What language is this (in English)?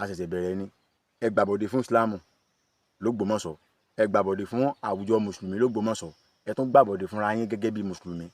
Yoruba